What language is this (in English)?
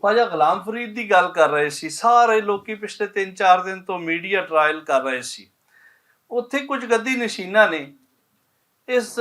Western Panjabi